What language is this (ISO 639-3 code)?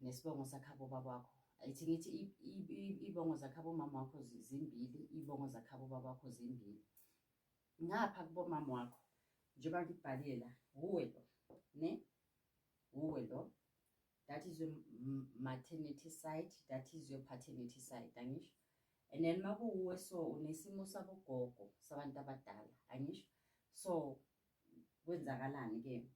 zul